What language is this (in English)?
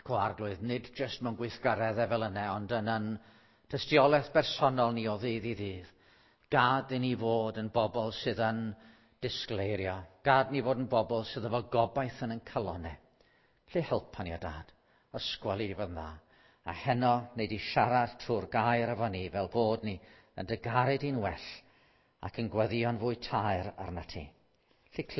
Welsh